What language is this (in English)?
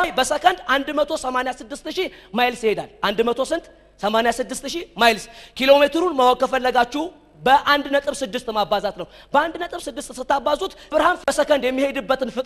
Amharic